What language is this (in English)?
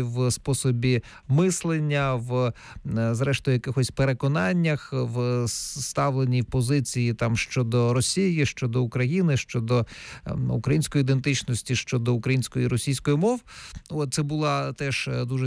Ukrainian